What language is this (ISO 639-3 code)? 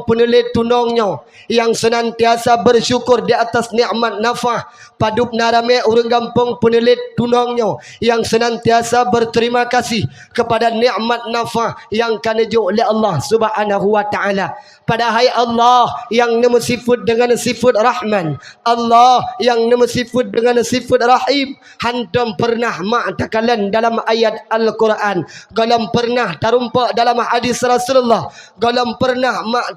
ace